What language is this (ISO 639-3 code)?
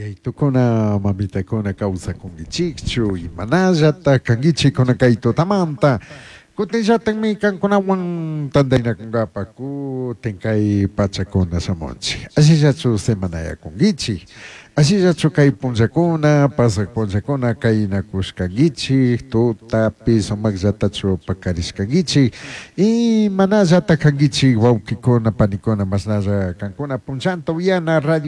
qug